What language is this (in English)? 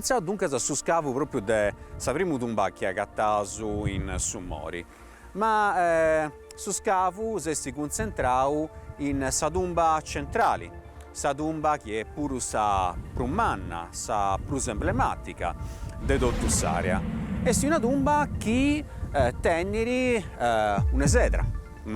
Sardinian